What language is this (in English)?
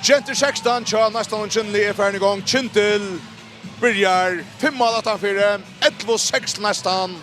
Faroese